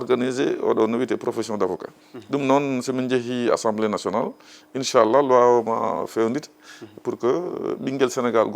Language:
Fula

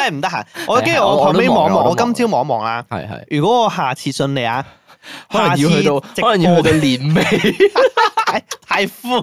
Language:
Cantonese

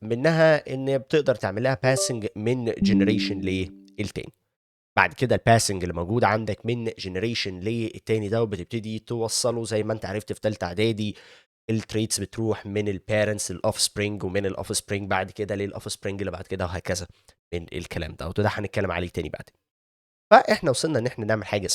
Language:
Egyptian Arabic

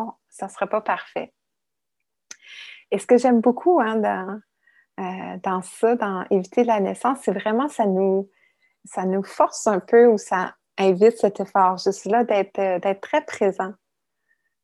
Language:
French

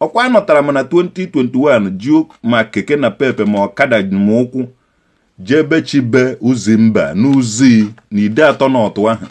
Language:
Igbo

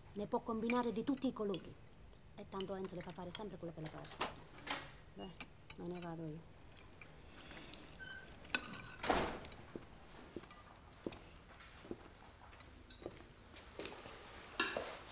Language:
Italian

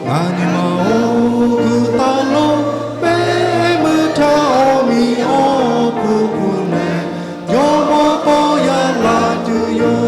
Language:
Lahu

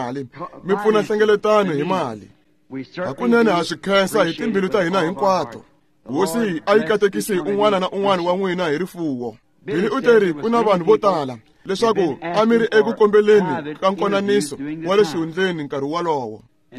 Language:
Tsonga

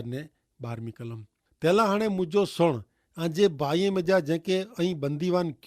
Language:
Kachhi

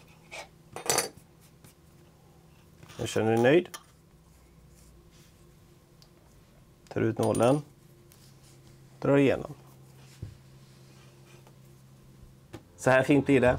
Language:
Swedish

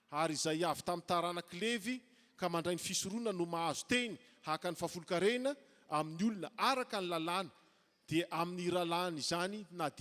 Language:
Malagasy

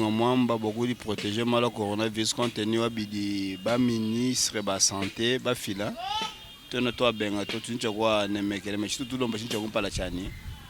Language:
Luba-Lulua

